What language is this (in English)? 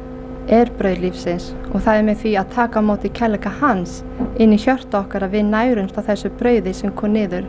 Icelandic